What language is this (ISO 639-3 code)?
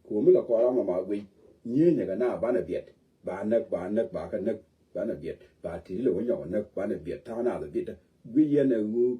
nus